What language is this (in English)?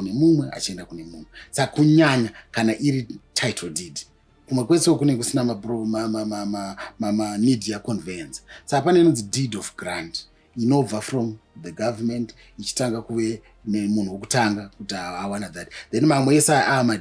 Shona